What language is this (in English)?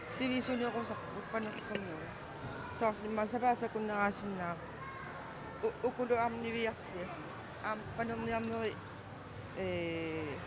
Kalaallisut